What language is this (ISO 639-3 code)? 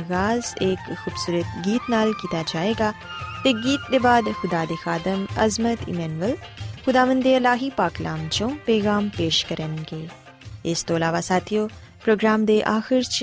pan